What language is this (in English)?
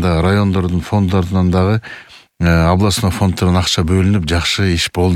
Kyrgyz